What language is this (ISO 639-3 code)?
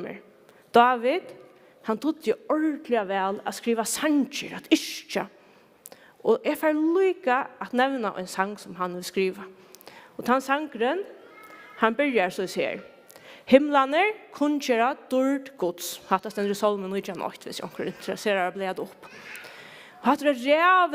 fao